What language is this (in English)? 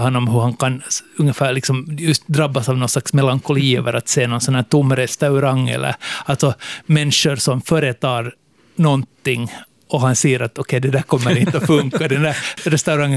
Swedish